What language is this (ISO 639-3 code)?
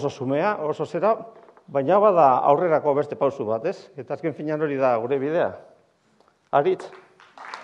eus